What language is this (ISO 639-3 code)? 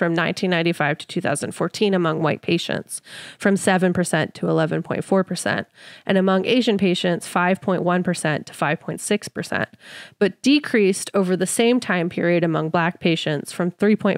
eng